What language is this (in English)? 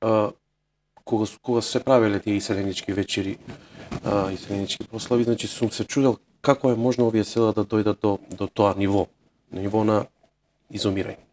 Macedonian